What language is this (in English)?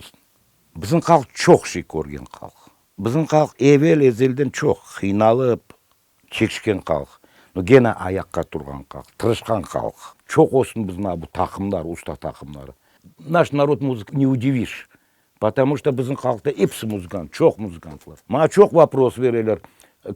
Crimean Tatar